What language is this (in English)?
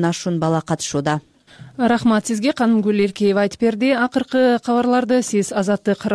Kyrgyz